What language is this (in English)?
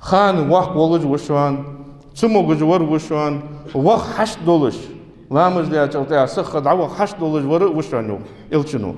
Ingush